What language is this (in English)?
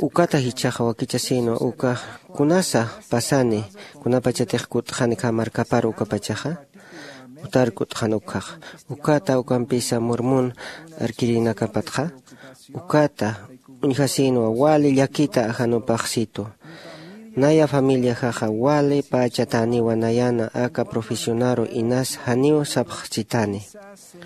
Aymara